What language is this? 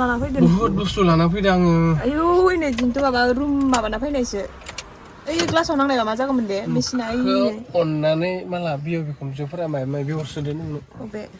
Bodo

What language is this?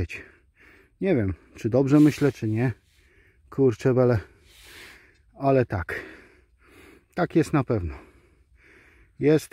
Polish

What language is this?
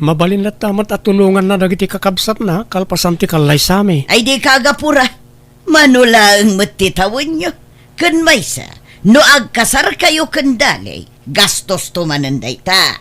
Iloko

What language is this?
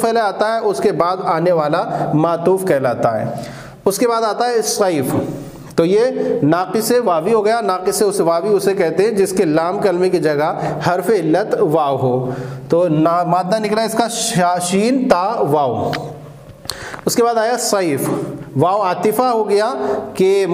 Urdu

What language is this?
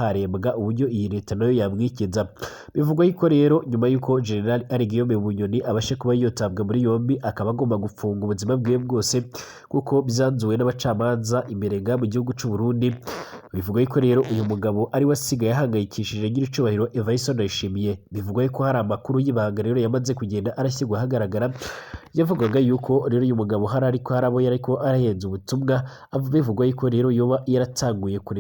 Rundi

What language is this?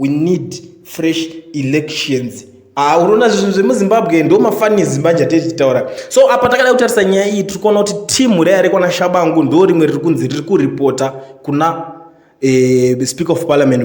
Shona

